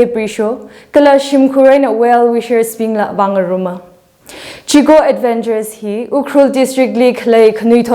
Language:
Tangkhul Naga (India)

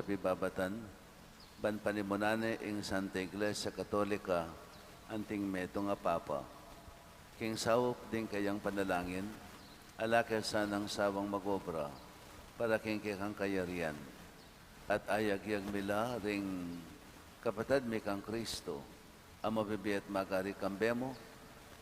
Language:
Pampanga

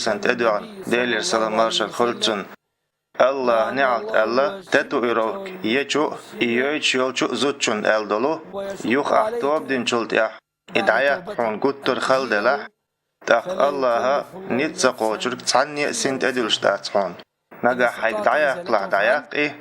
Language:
Chechen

